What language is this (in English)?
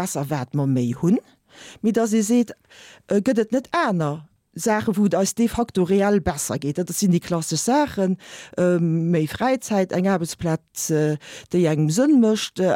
Luxembourgish